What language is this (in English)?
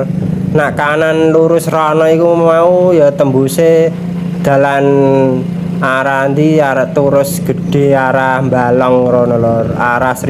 Javanese